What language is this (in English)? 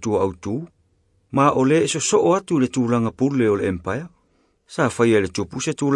Samoan